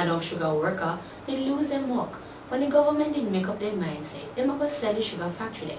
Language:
Jamaican Creole English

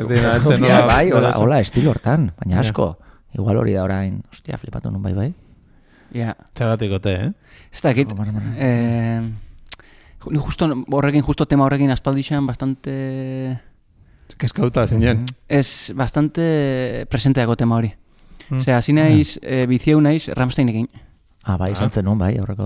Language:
Basque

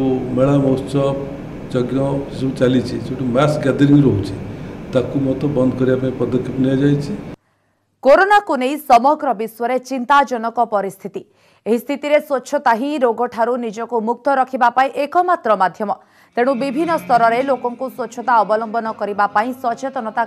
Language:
Odia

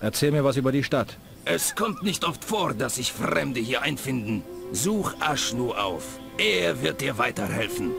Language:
Bavarian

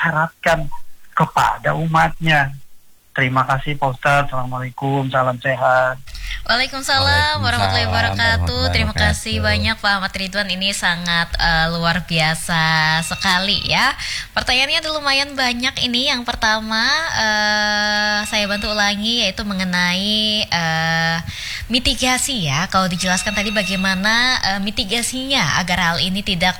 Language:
Indonesian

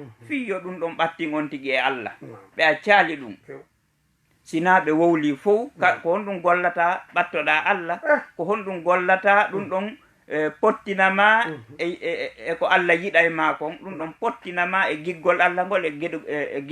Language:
Fula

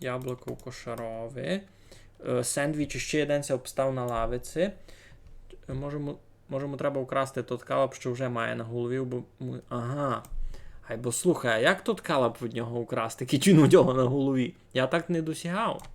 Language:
Rusyn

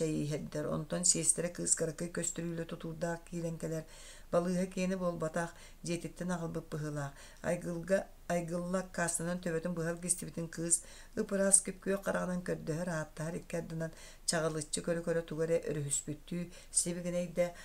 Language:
Yakut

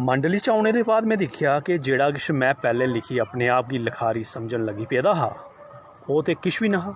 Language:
Dogri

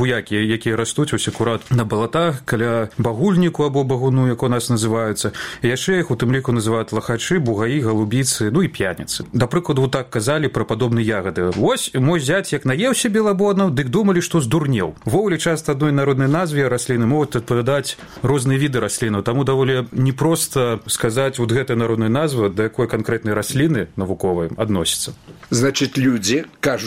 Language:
Belarusian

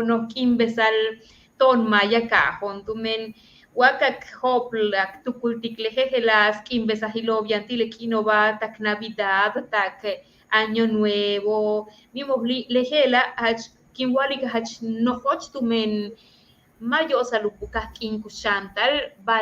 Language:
Yucateco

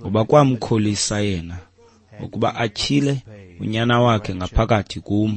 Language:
Xhosa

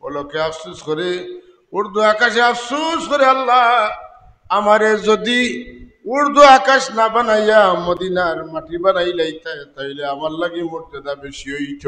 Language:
Sylheti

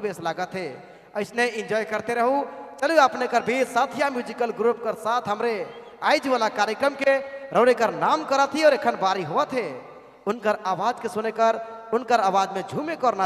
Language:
Sadri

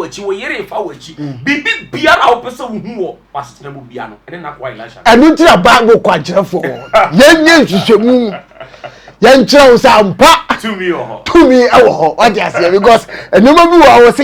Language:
Akan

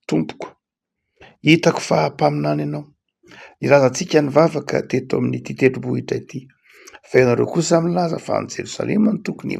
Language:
Malagasy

